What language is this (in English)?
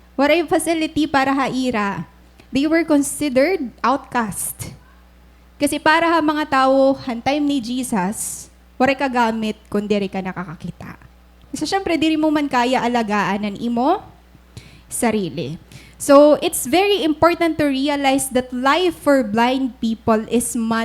Waray